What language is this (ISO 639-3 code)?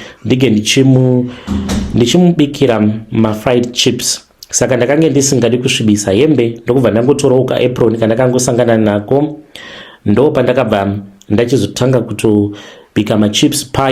sna